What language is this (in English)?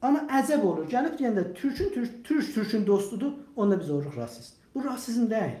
South Azerbaijani